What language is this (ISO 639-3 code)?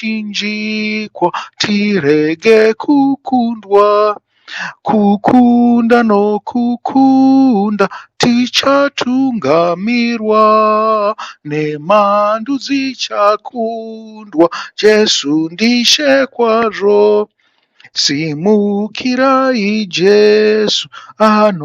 sna